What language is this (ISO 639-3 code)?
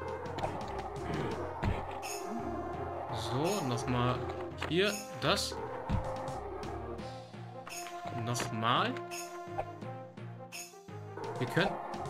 deu